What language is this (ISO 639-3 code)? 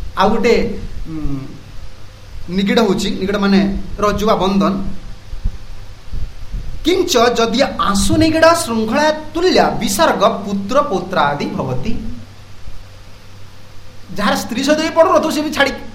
ori